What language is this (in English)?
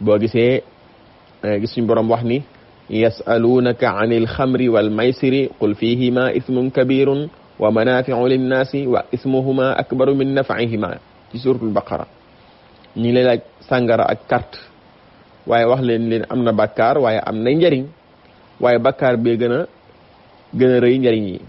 Wolof